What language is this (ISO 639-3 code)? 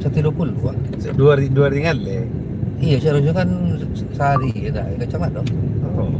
min